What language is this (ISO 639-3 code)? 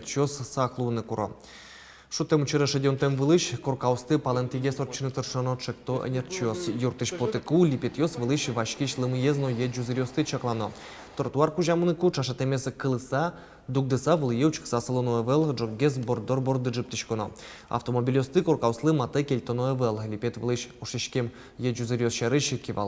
udm